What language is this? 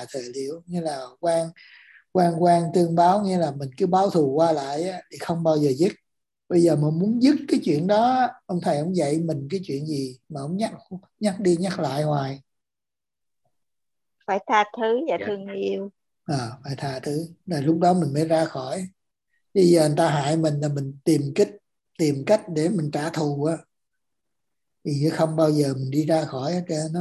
Vietnamese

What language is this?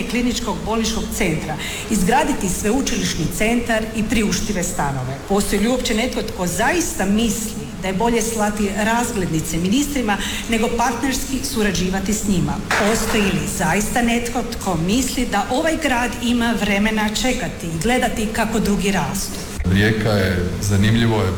Croatian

